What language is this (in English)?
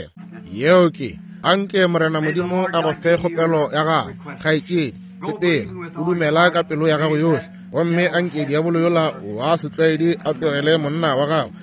Northern Sotho